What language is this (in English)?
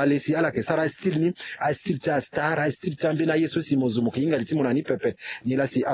Sango